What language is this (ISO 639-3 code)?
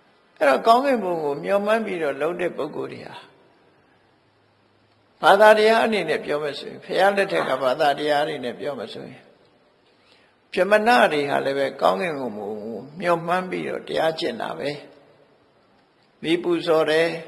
mya